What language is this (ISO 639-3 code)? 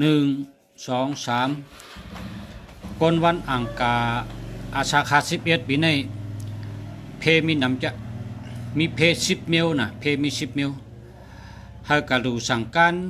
shn